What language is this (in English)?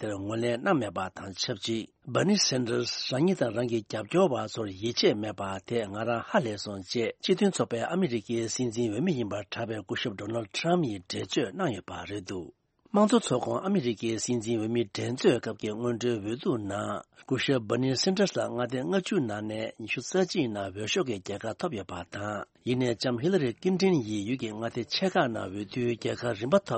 Tibetan